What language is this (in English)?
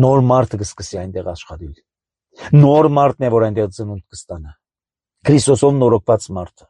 Armenian